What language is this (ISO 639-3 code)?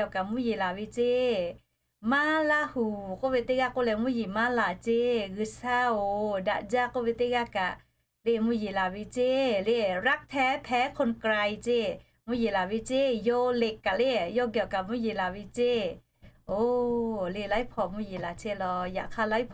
lhu